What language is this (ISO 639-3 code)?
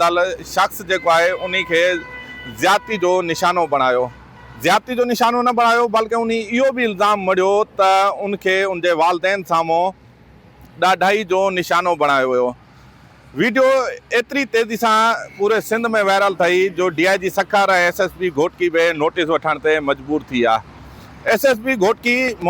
snd